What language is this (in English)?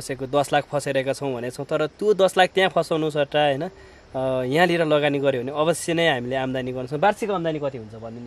Nepali